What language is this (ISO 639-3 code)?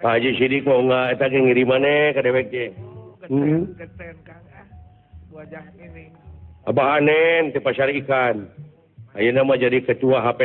sun